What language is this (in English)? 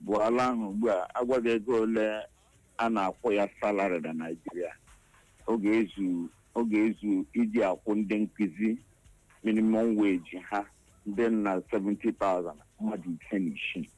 Igbo